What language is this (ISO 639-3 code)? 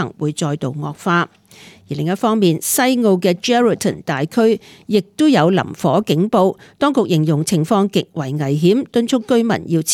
yue